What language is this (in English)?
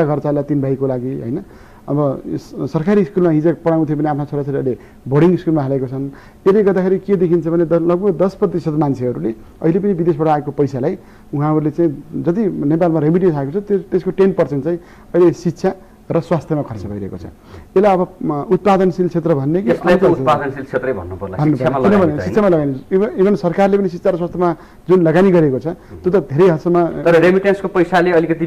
Nepali